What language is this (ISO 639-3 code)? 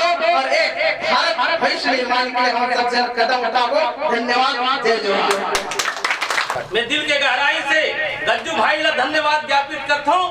hne